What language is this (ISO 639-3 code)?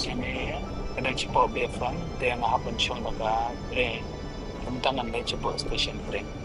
kha